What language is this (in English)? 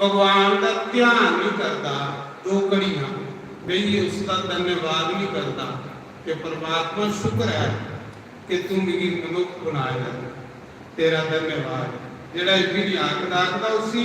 Dogri